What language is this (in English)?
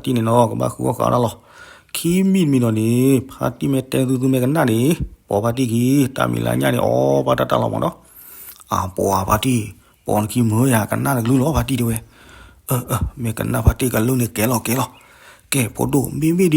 S'gaw Karen